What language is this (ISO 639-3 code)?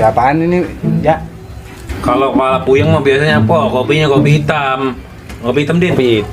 bew